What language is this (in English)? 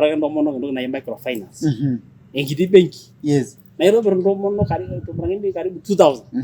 Masai